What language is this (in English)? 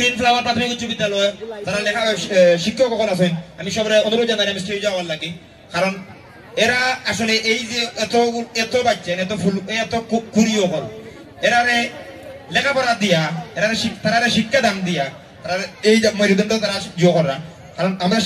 Sylheti